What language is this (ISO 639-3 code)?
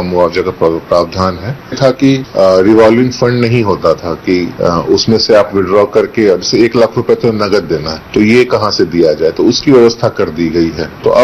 hin